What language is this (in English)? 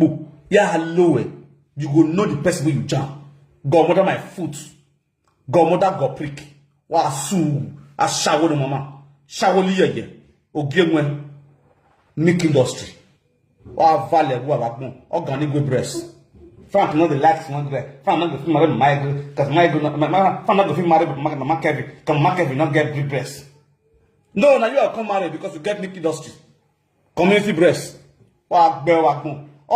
Nigerian Pidgin